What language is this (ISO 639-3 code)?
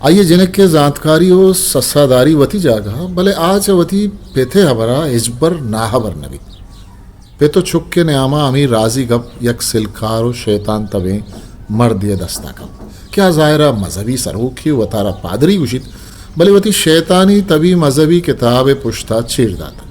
bgp